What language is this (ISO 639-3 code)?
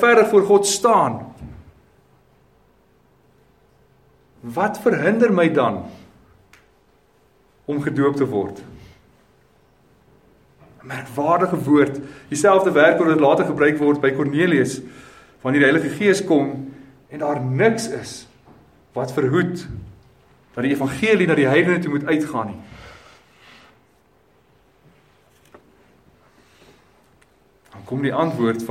afr